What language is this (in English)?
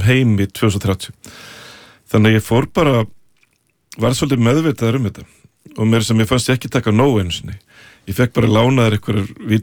Icelandic